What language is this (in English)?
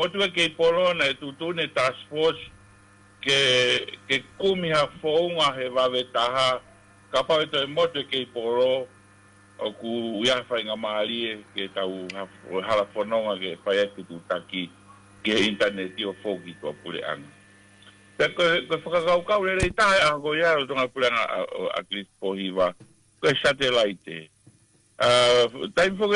Tongan